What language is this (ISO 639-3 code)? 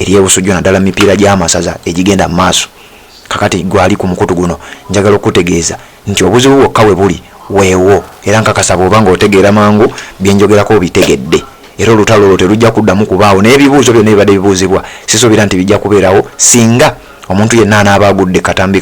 lug